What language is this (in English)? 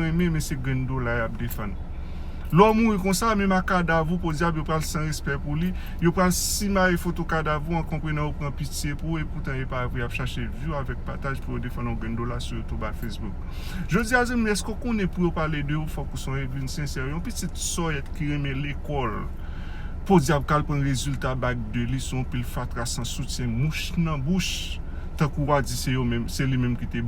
Haitian Creole